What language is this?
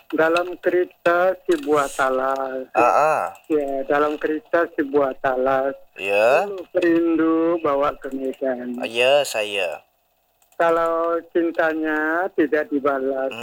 Malay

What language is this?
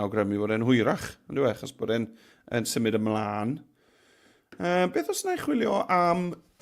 Welsh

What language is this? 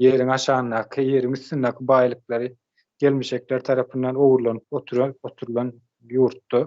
Turkmen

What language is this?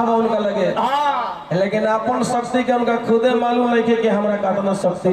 Bhojpuri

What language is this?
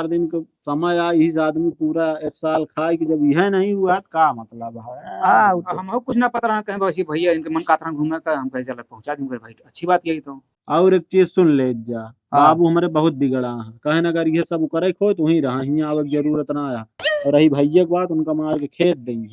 Awadhi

